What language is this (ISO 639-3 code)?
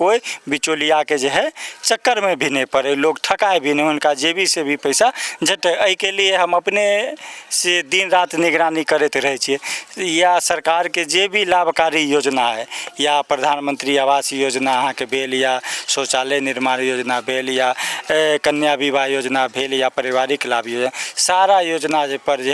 mai